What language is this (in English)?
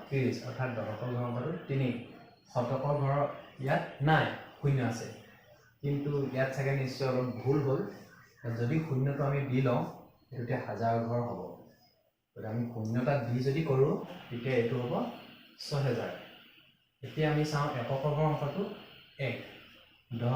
Assamese